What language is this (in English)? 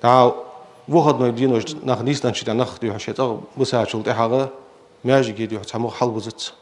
Ingush